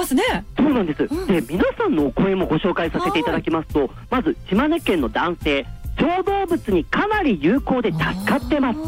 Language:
Japanese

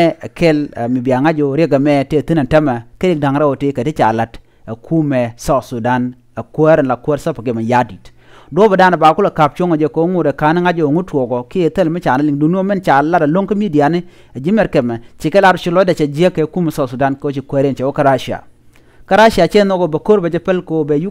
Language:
Nuer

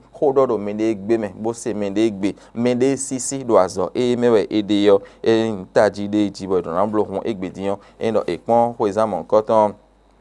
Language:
Fon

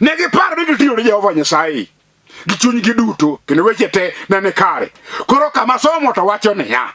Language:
Luo (Kenya and Tanzania)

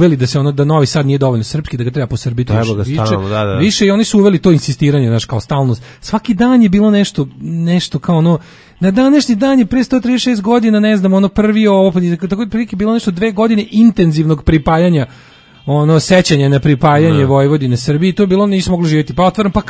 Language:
Serbian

